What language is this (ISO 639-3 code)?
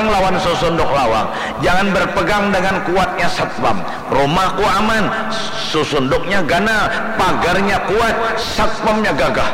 bjn